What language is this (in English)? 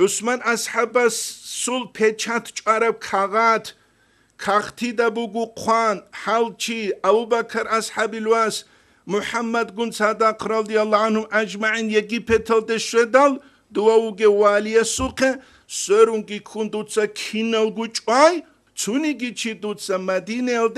Avaric